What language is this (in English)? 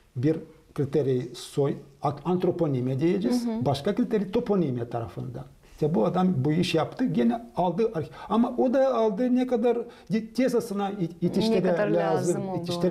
Gagauz